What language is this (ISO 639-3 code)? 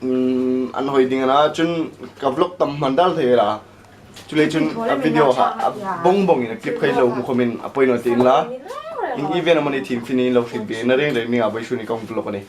hmr